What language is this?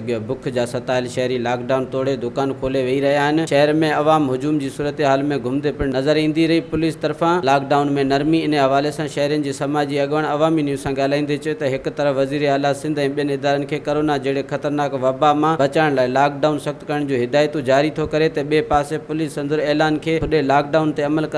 Sindhi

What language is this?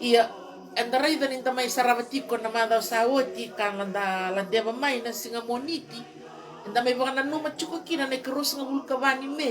Fijian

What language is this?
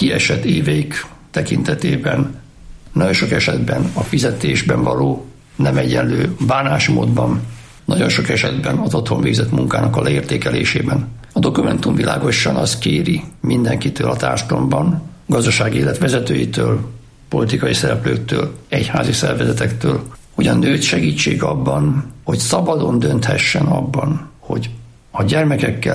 Hungarian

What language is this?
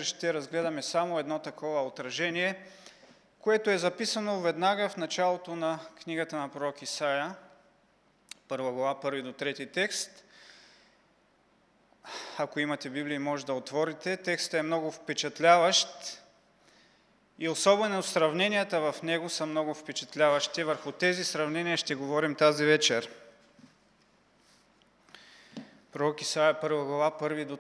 Bulgarian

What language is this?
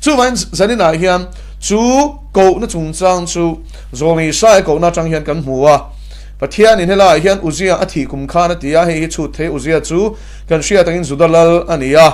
Mizo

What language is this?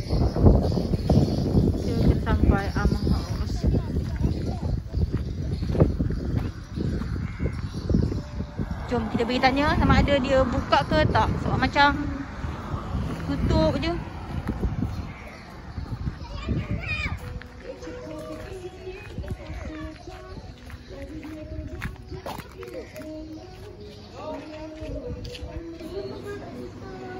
Malay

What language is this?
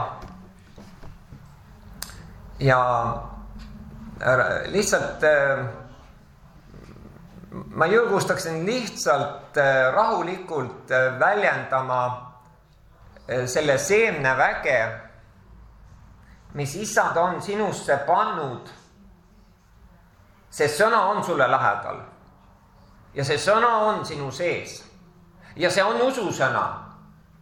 Estonian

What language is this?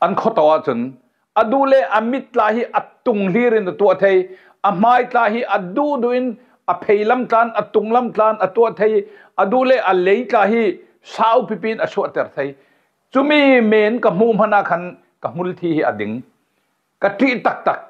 Falam Chin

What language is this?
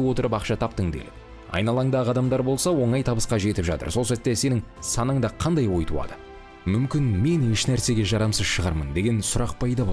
Kazakh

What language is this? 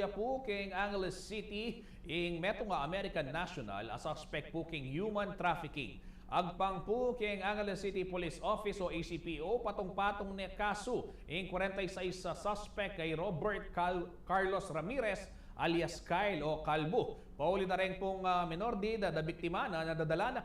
Pampanga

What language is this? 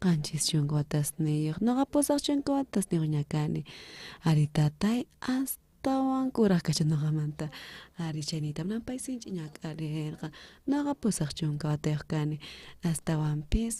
South Bolivian Quechua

